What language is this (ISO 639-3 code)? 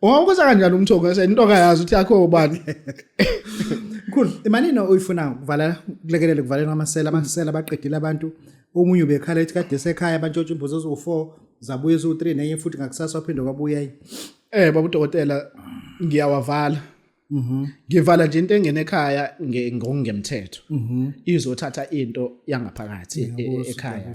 zul